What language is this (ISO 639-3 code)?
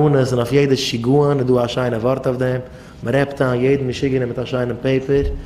yid